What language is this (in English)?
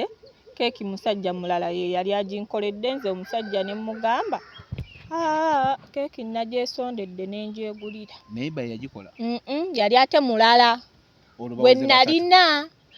Ganda